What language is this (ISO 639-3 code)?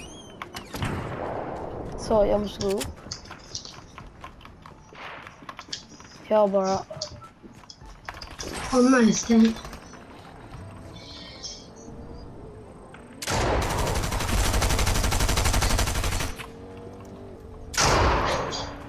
swe